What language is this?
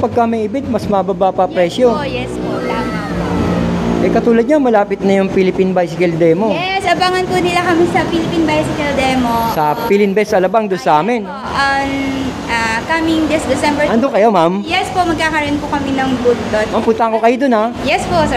Filipino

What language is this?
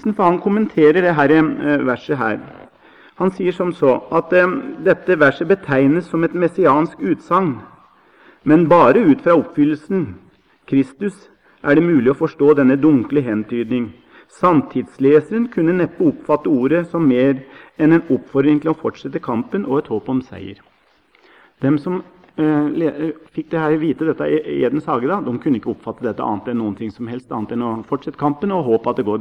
Norwegian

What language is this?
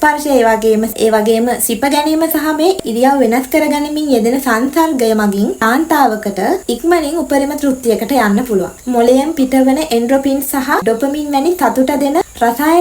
Sinhala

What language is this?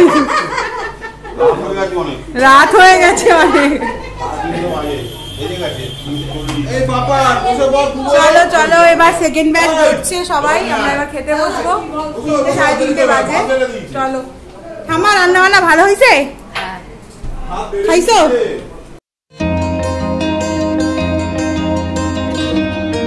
Bangla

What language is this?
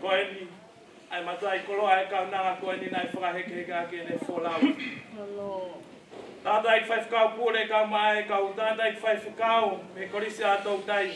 Tongan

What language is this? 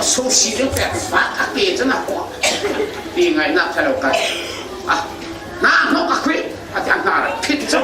Falam Chin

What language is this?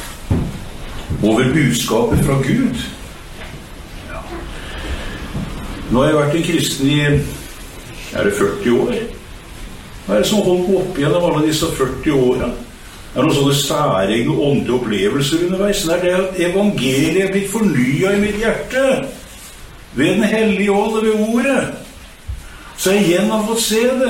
Norwegian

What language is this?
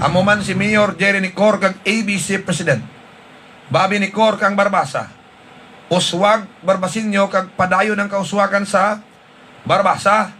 Hiligaynon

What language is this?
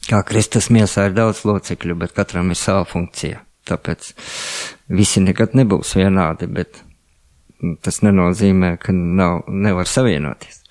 Latvian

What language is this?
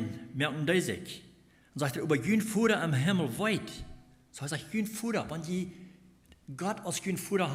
Plautdietsch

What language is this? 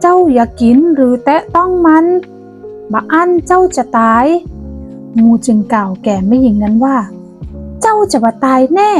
Northern Thai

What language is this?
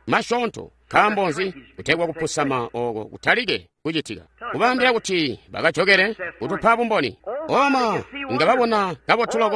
Tonga (Zambia)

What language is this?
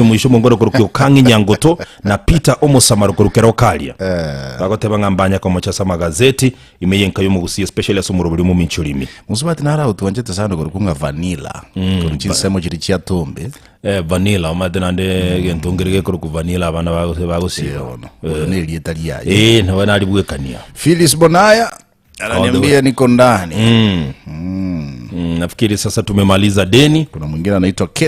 Gusii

